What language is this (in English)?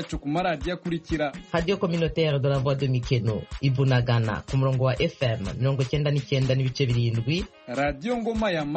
Kinyarwanda